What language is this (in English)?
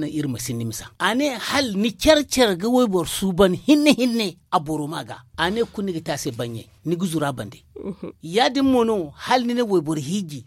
Zarma